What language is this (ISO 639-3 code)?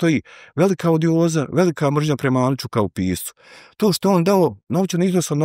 bos